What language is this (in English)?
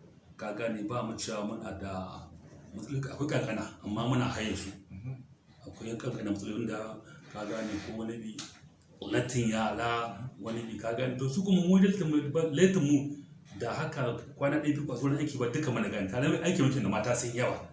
Hausa